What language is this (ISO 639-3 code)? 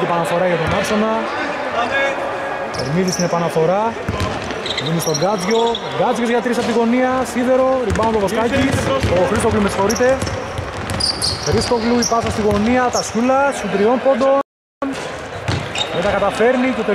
ell